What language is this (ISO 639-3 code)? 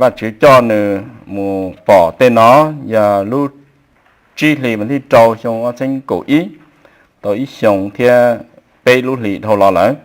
hmn